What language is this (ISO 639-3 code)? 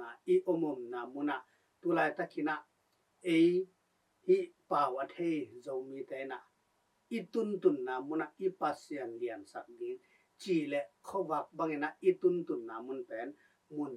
ctd